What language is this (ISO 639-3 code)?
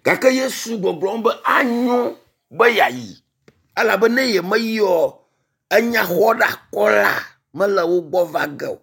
ewe